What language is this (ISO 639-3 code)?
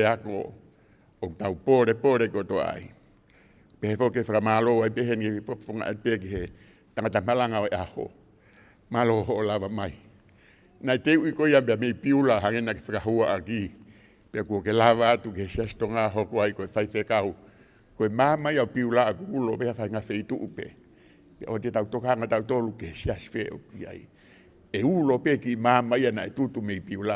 ton